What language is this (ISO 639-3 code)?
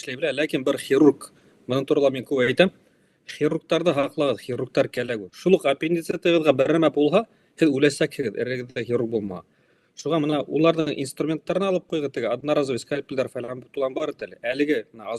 bak